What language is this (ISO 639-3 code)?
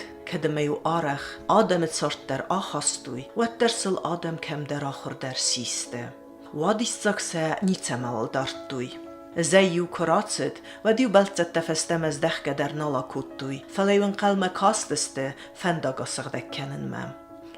oss